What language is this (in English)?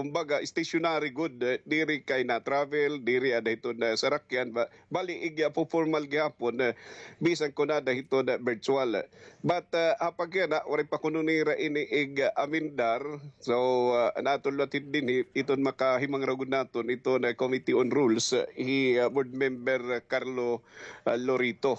Waray